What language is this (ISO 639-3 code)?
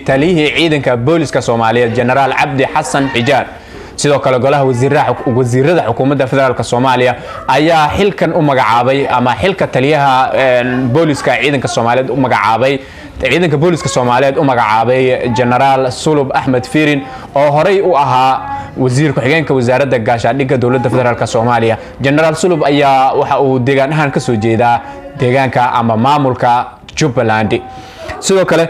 som